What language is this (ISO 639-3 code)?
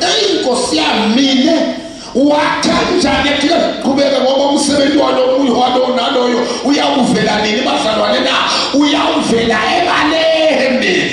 zul